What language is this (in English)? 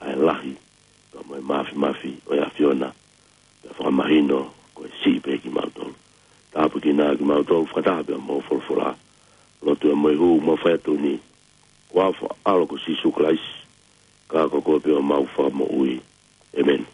Tongan